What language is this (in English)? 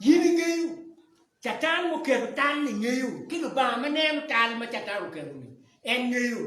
Acoli